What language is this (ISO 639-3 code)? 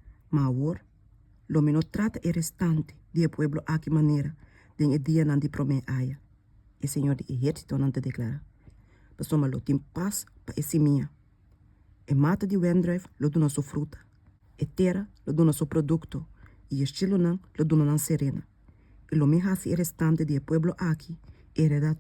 pap